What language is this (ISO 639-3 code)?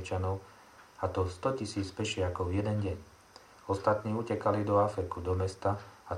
slk